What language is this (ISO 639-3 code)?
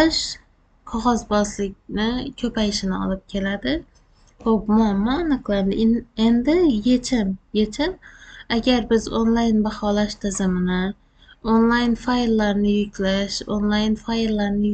uzb